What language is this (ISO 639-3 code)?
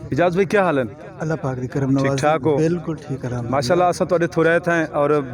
skr